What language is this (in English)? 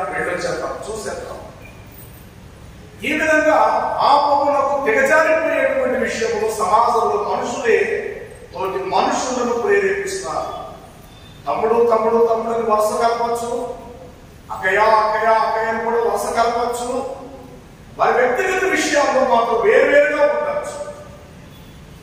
Telugu